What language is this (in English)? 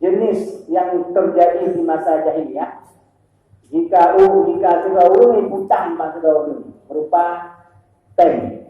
Achinese